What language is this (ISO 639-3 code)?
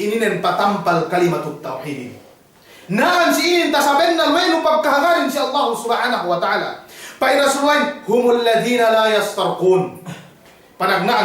yka